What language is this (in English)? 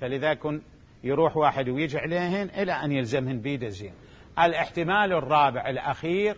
Mesopotamian Arabic